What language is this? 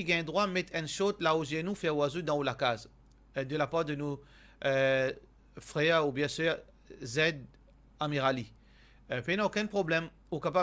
Morisyen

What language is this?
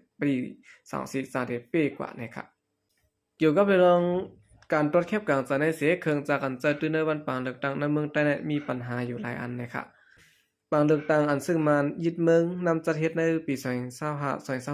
Shan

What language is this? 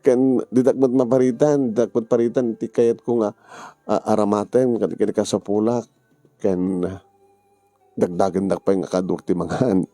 Iloko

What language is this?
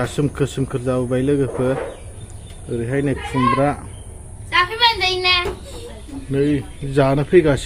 Bodo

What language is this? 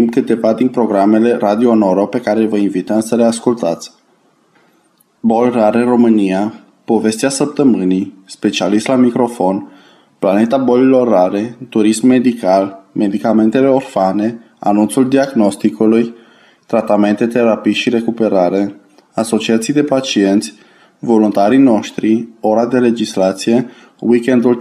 Romanian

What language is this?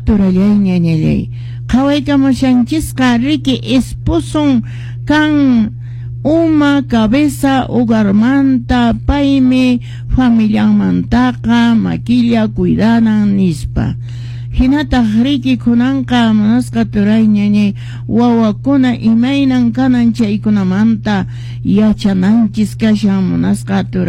Quechua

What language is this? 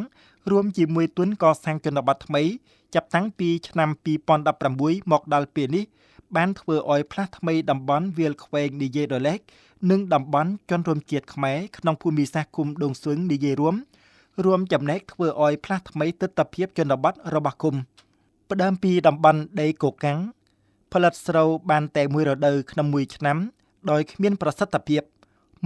Khmer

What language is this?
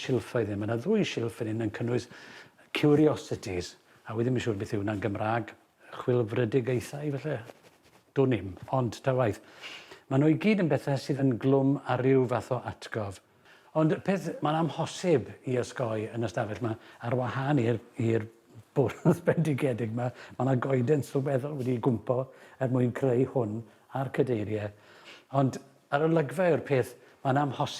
Welsh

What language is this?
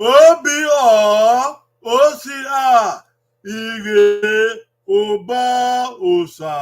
Bini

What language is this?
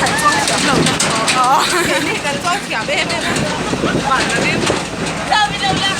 Mizo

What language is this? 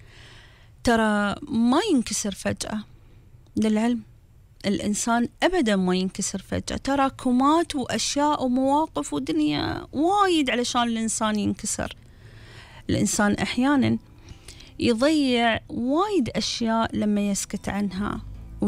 Gulf Arabic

